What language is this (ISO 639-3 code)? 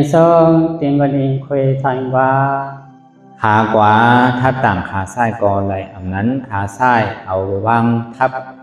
shn